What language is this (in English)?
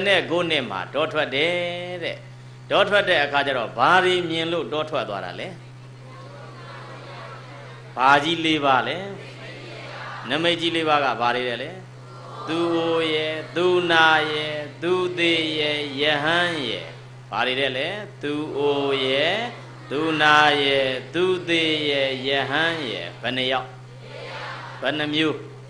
Burmese